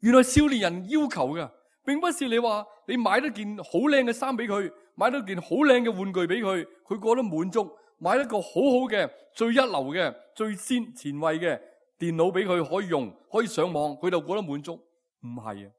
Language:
Cantonese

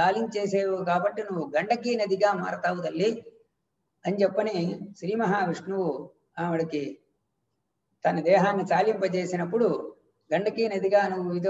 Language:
Telugu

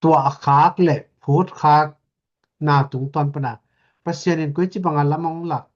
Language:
Tedim Chin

